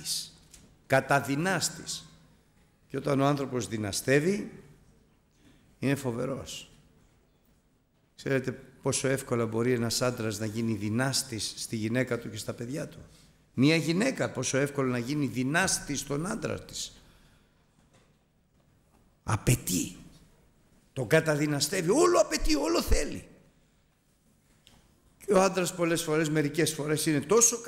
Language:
Greek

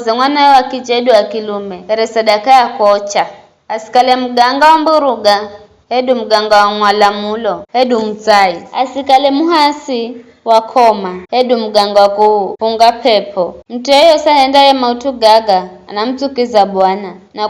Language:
Giryama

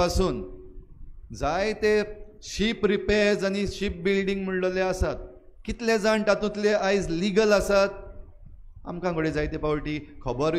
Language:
Konkani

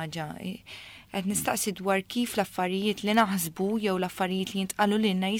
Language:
Maltese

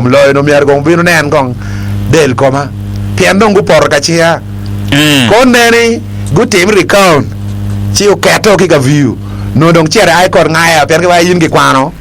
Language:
Acoli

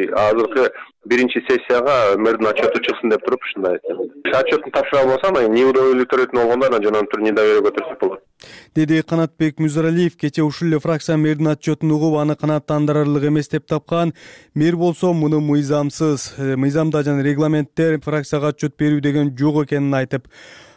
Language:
Kyrgyz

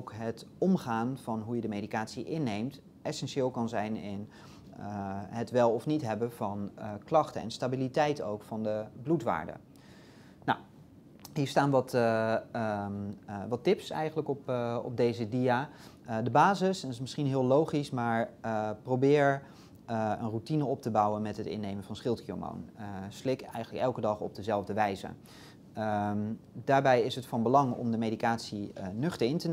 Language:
Dutch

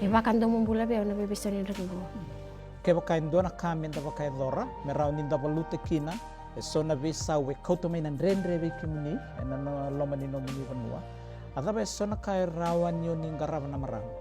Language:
Fijian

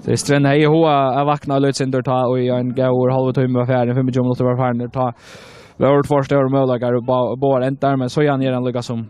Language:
Faroese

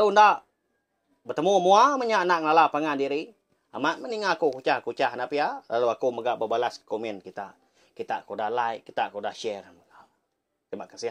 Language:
Iban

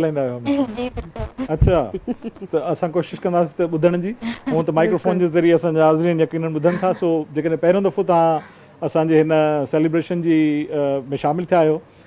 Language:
Sindhi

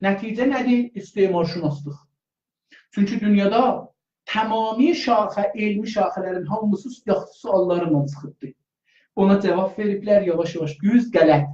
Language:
South Azerbaijani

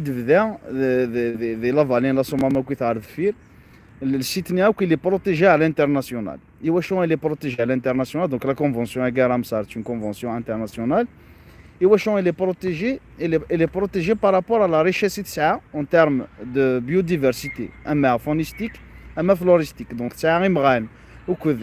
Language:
Kabyle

